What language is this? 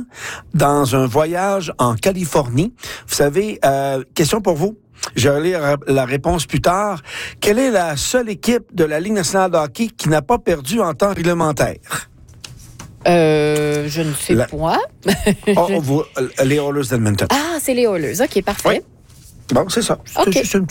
French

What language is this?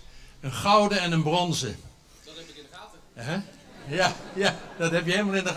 Dutch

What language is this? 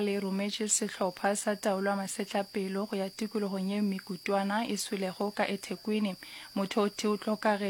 Northern Sotho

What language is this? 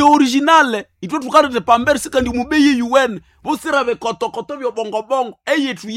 Nande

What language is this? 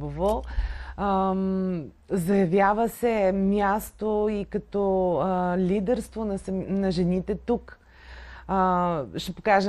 Bulgarian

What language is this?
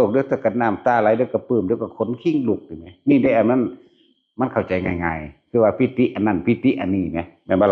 Northeastern Thai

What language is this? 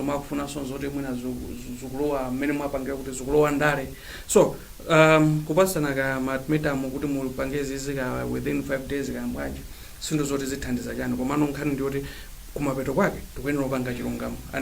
Nyanja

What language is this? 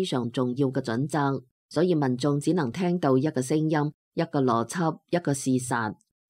Cantonese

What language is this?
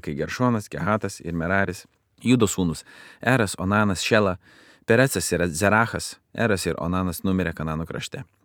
Lithuanian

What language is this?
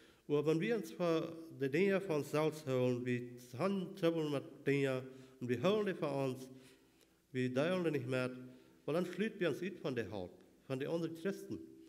Plautdietsch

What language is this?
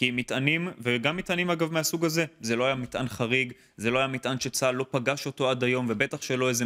Hebrew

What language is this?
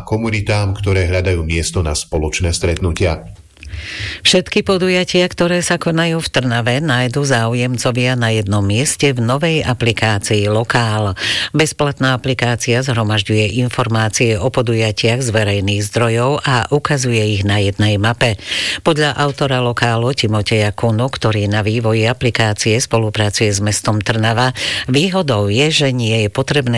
Slovak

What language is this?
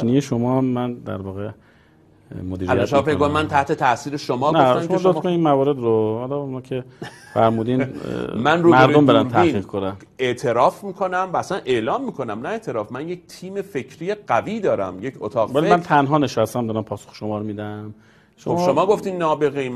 Persian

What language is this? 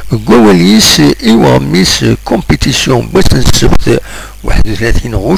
Kabyle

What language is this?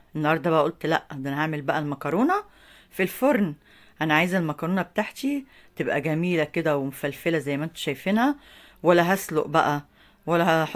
Egyptian Arabic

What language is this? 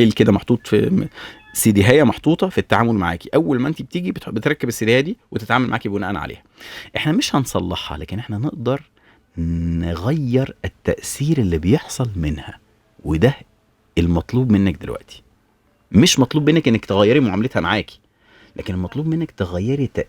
Egyptian Arabic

